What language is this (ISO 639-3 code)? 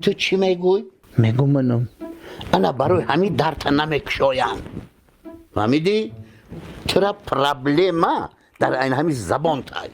tgk